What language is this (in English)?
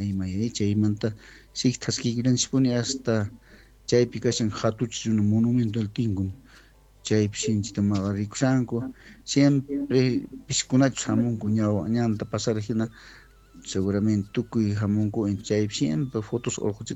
South Bolivian Quechua